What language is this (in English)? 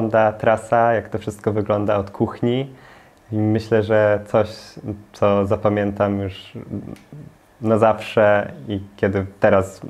Polish